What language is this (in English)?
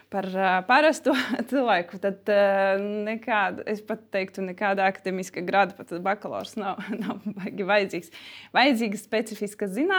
Latvian